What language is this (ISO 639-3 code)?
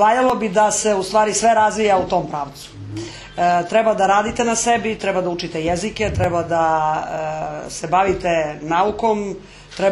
srp